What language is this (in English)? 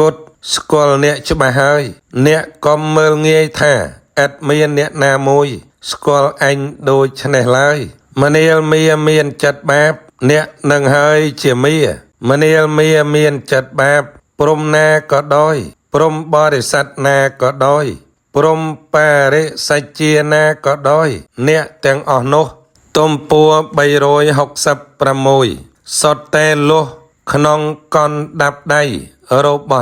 Khmer